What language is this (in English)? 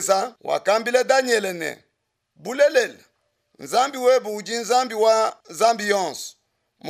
Luba-Lulua